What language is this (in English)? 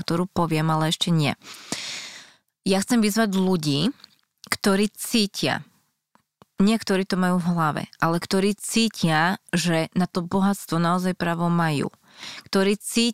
Slovak